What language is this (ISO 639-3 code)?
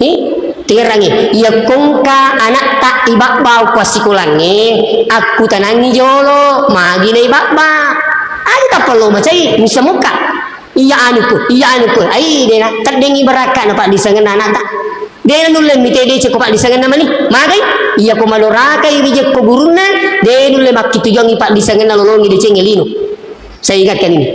bug